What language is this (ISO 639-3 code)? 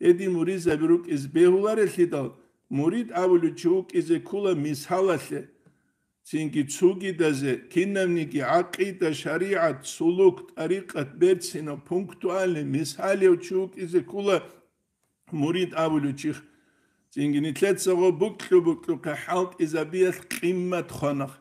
ava